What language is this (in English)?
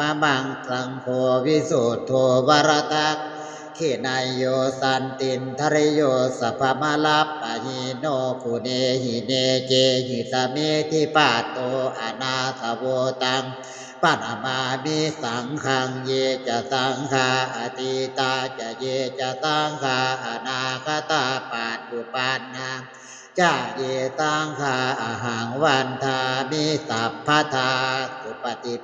Pali